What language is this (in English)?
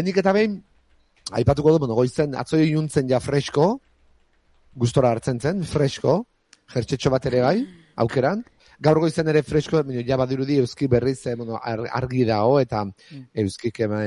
Basque